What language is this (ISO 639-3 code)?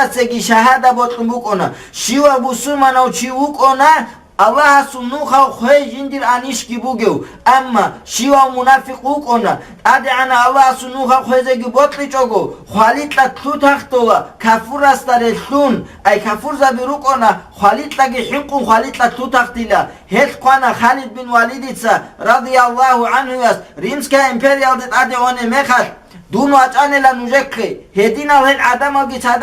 ava